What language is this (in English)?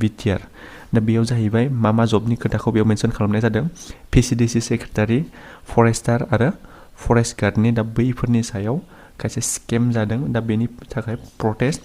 Bodo